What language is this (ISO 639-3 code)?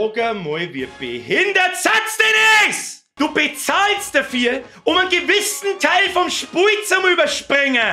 bar